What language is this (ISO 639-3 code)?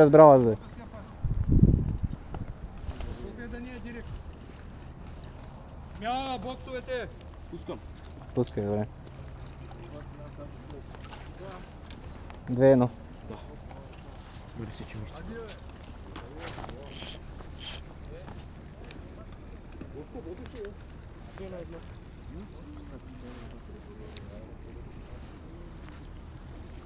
bul